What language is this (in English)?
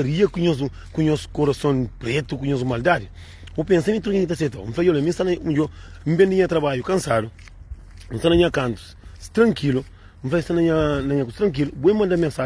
Kabuverdianu